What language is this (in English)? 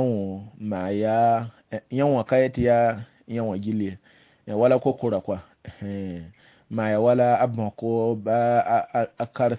Mossi